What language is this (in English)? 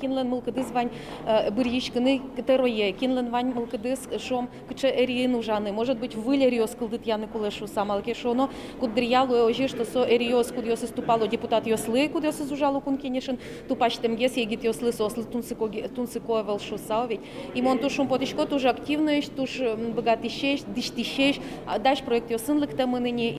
Udmurt